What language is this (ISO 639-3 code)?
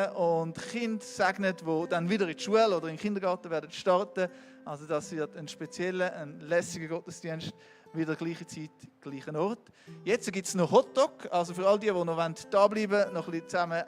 gsw